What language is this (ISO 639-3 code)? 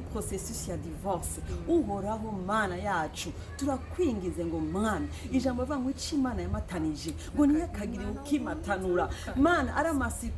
run